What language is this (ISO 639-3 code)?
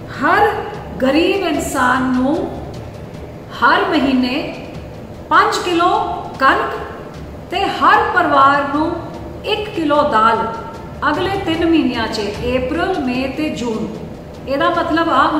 pan